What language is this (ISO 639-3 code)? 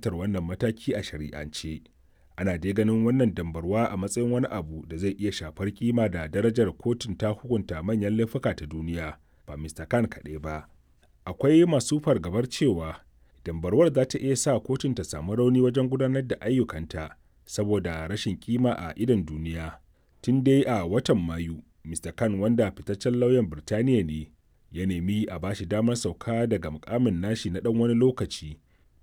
hau